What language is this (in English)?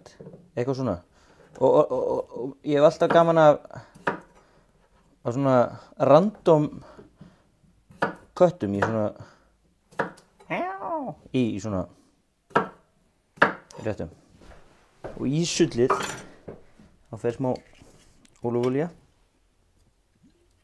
Icelandic